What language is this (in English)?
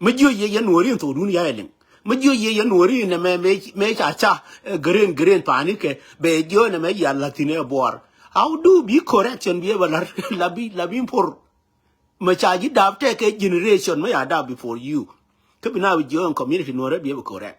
Nuer